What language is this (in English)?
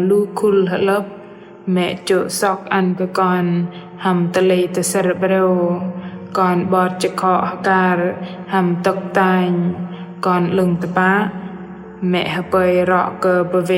Bahnar